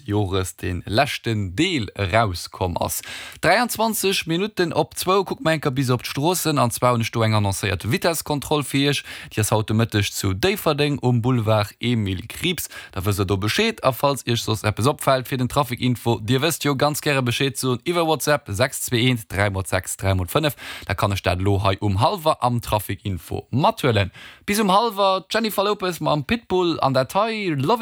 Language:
Luxembourgish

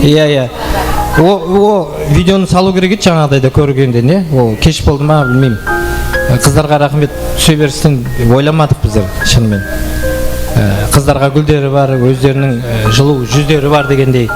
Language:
Kara-Kalpak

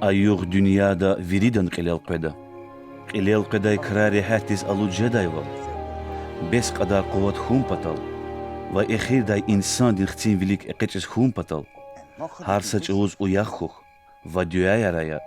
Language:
Lezghian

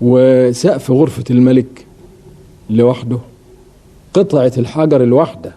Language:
Egyptian Arabic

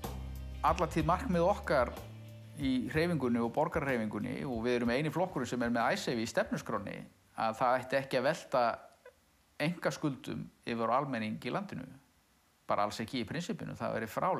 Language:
Icelandic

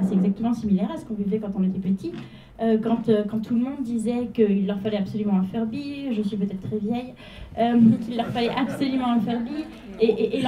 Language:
French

